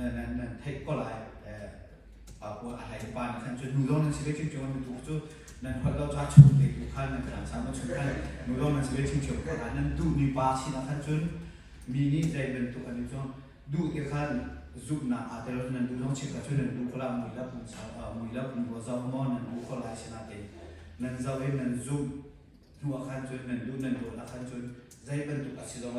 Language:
Hakha Chin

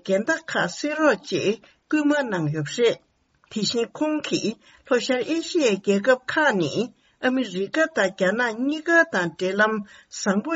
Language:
Tibetan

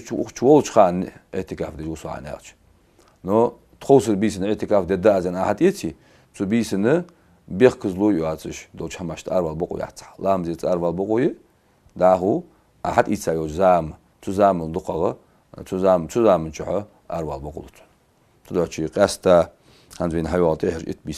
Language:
Ingush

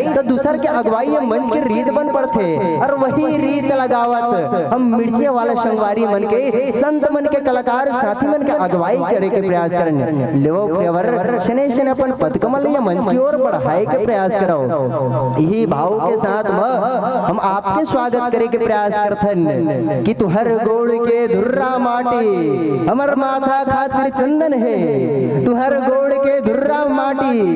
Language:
Chhattisgarhi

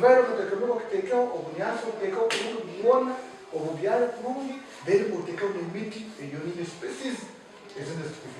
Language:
Nyankole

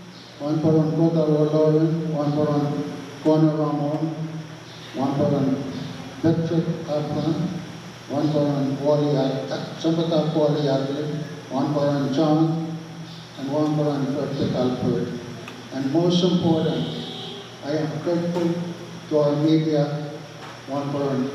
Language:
Pohnpeian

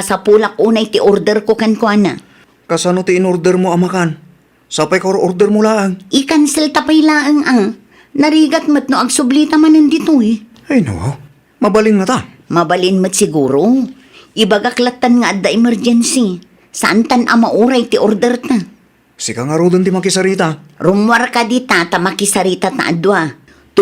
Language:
Iloko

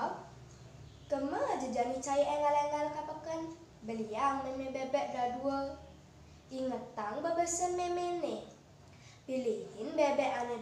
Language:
Balinese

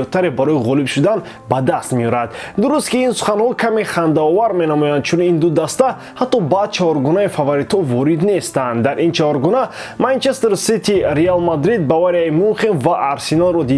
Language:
Tajik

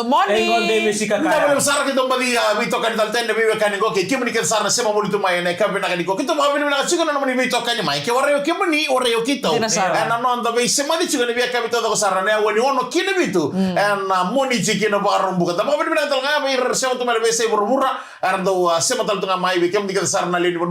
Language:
Fijian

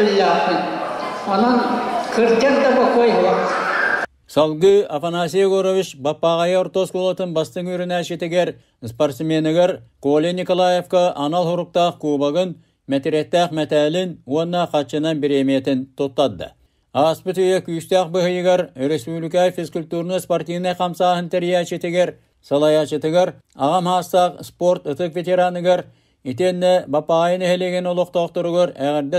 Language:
Yakut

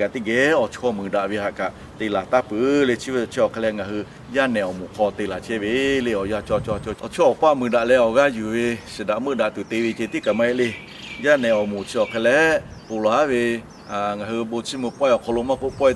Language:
Lahu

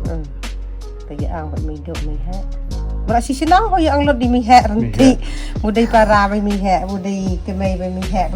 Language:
Khasi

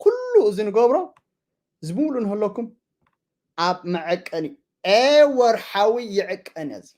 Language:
Tigrinya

